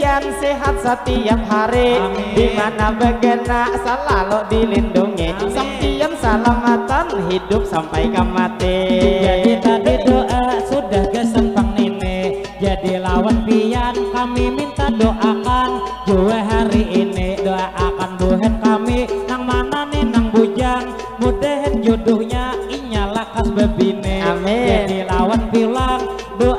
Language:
Banjar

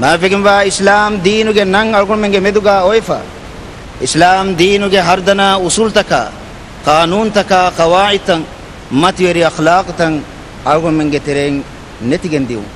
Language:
Divehi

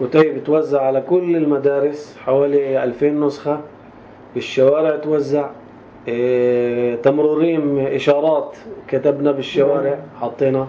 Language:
North Levantine Arabic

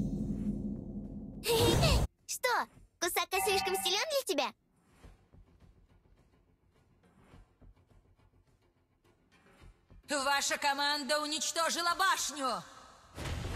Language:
Russian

